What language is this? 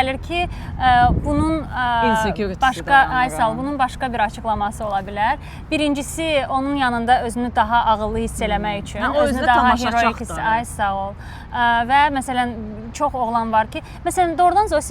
Azerbaijani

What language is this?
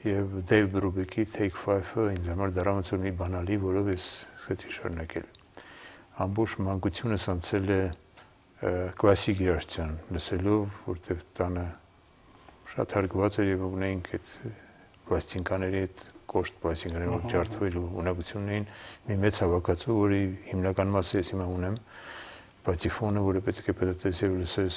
Armenian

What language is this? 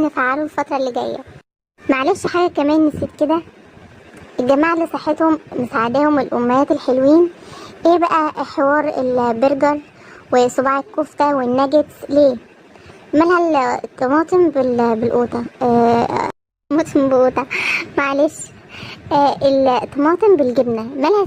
Egyptian Arabic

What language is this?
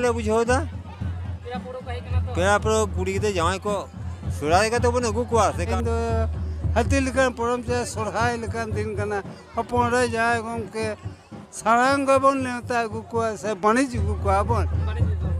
Santali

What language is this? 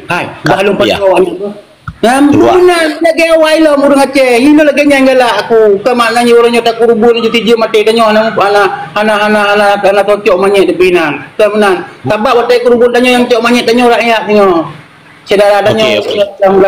Achinese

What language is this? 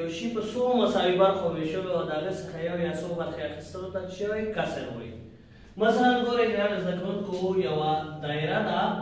Pashto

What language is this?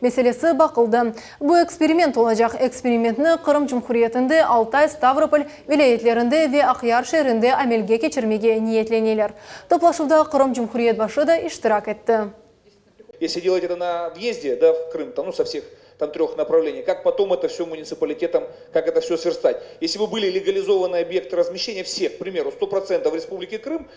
Crimean Tatar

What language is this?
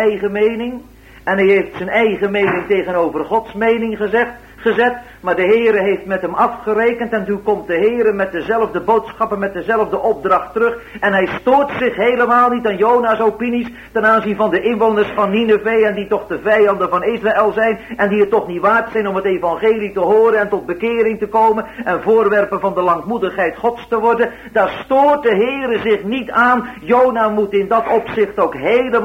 Dutch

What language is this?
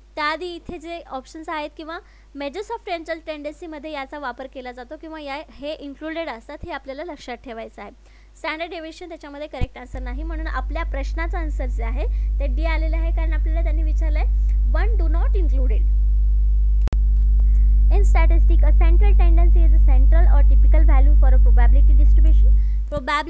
Marathi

